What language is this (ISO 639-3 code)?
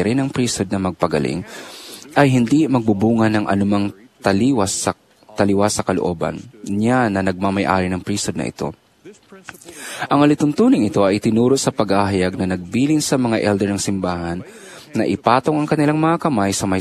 fil